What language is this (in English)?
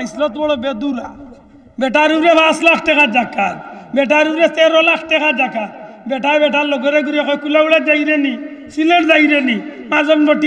Sylheti